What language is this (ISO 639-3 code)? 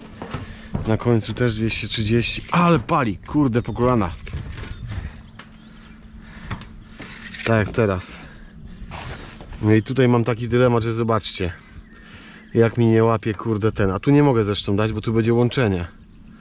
pol